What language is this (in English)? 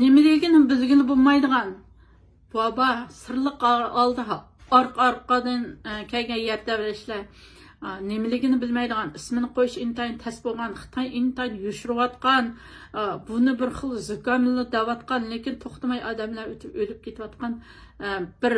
Uyghur